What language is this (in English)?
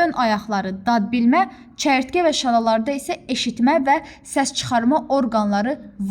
Azerbaijani